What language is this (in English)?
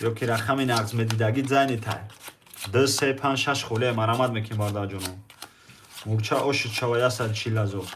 Tajik